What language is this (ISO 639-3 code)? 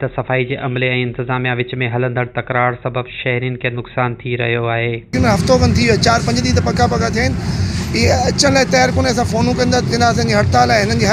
snd